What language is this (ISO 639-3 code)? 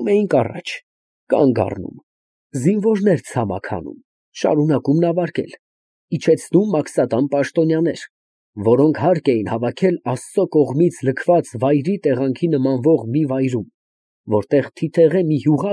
hye